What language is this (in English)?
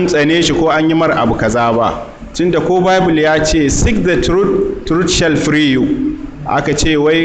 Hausa